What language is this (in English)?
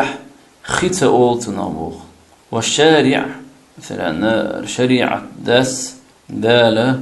Chechen